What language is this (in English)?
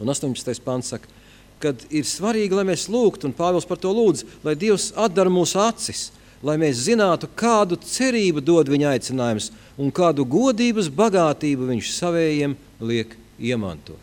Latvian